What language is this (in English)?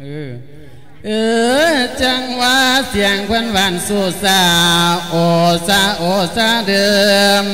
Lao